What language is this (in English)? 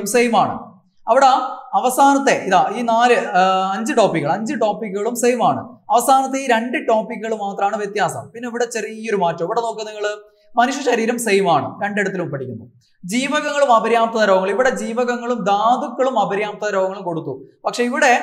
Malayalam